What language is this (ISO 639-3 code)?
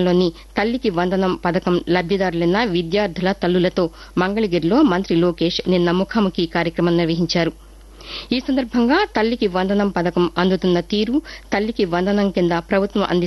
tel